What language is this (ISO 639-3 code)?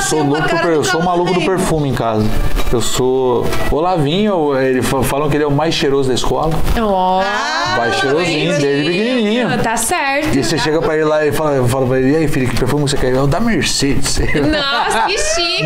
por